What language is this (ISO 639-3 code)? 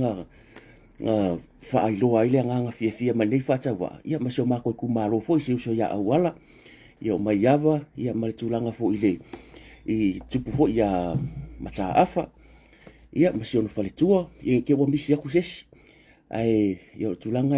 smo